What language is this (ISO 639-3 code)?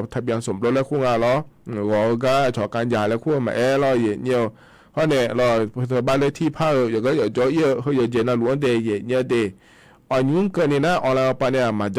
ahk